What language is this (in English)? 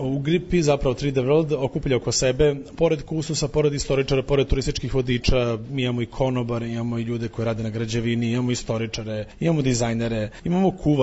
Serbian